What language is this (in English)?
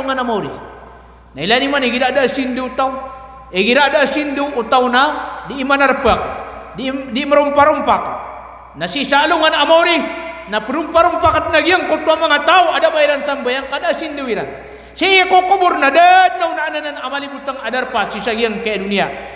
Maranao